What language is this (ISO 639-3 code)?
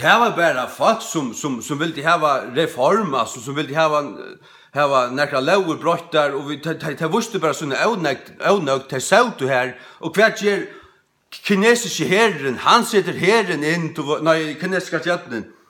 fao